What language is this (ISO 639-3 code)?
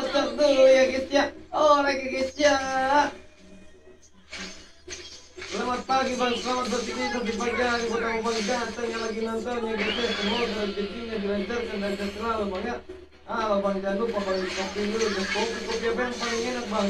ind